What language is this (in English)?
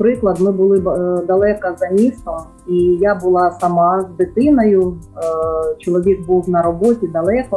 Ukrainian